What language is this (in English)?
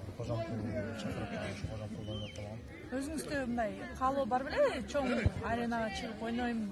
Kyrgyz